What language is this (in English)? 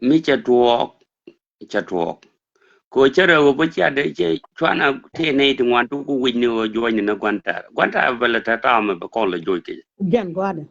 Nuer